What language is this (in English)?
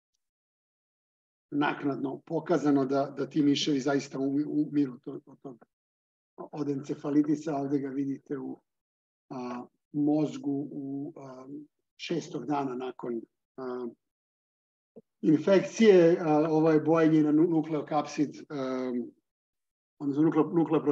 Serbian